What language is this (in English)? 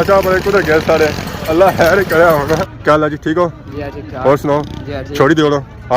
Pahari-Potwari